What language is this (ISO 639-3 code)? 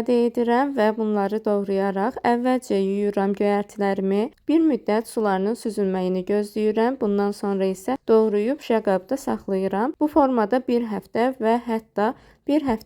aze